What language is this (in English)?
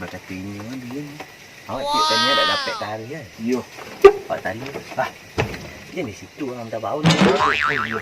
Minangkabau